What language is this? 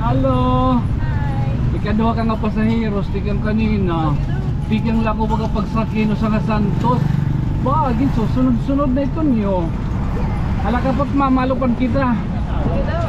Waray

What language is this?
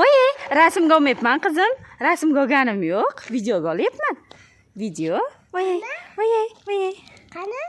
Uzbek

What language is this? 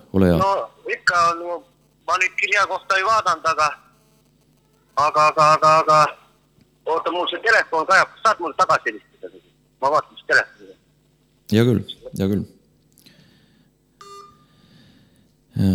Estonian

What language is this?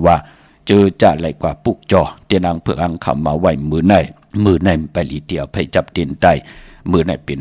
Shan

